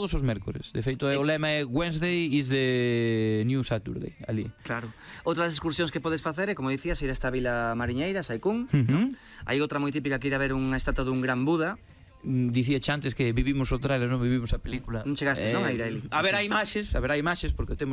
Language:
Galician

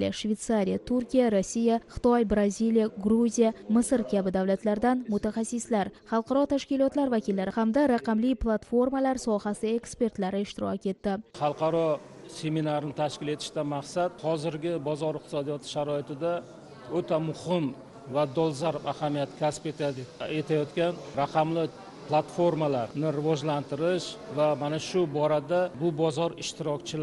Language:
Uzbek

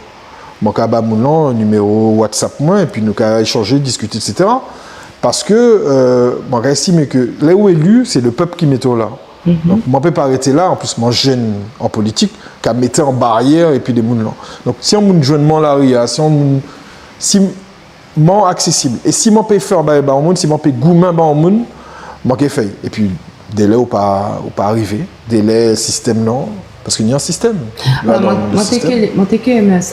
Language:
Guadeloupean Creole French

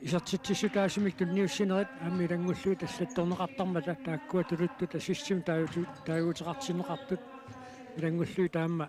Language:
Kalaallisut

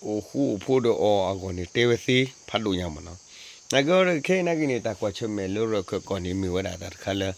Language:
S'gaw Karen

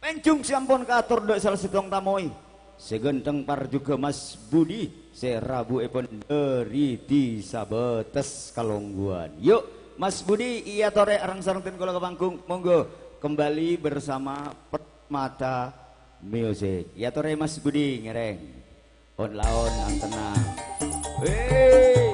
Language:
Madurese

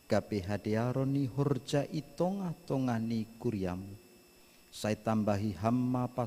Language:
Batak Simalungun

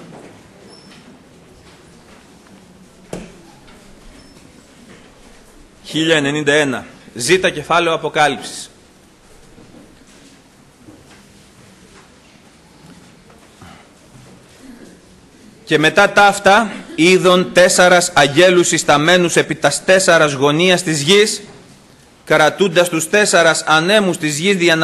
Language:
Greek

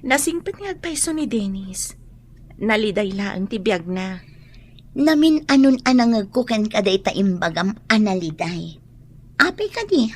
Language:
Iloko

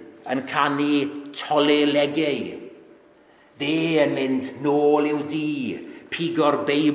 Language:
Welsh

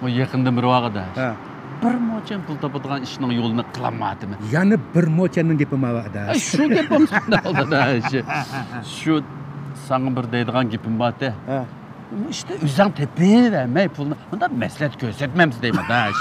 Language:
Uyghur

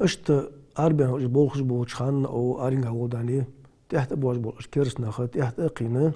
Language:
Ingush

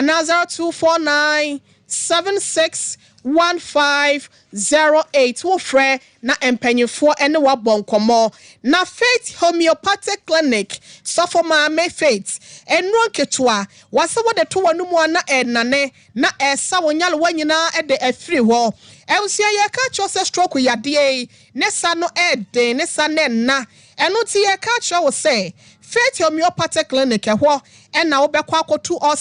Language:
Akan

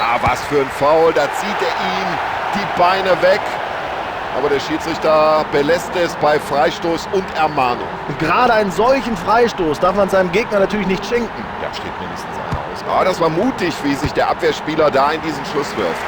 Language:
Bavarian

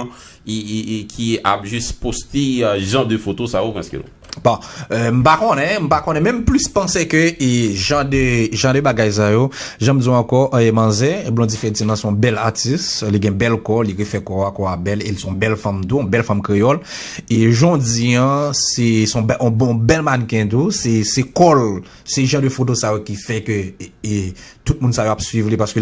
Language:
Haitian Creole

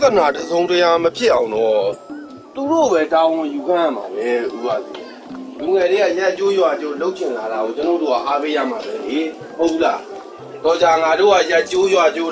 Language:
Burmese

